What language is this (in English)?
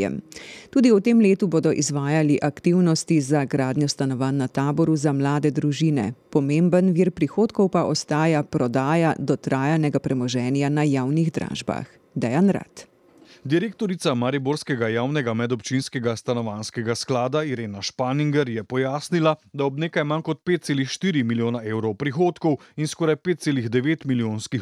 Slovenian